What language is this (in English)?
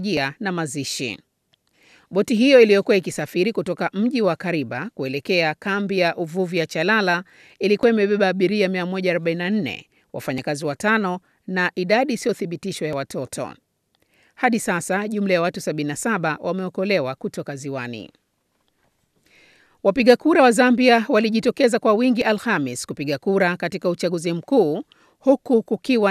Swahili